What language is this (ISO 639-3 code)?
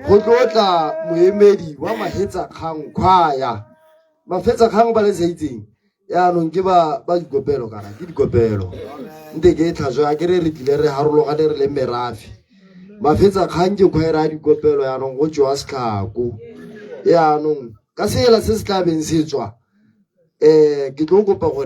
tsn